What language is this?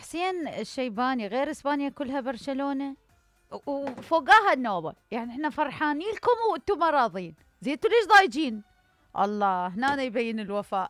Mesopotamian Arabic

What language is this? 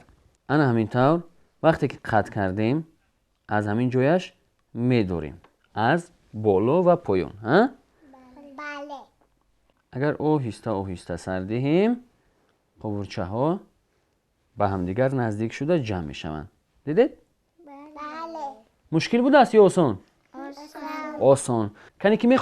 Tajik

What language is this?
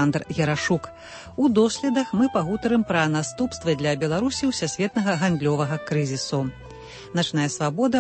Belarusian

